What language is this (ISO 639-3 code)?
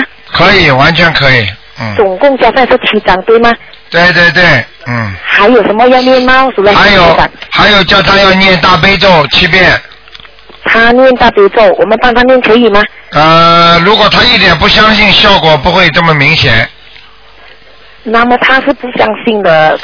zho